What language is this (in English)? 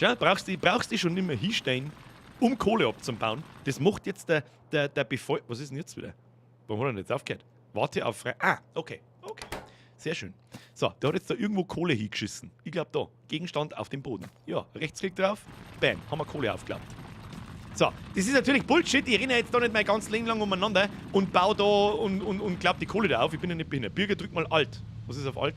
Bavarian